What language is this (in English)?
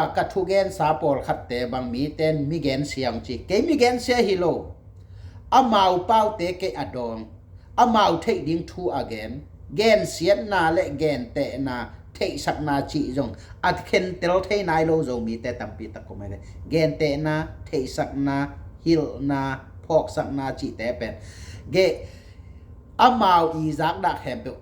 Tedim Chin